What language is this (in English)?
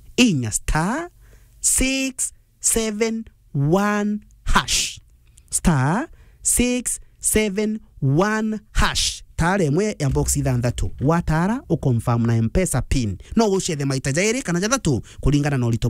Meru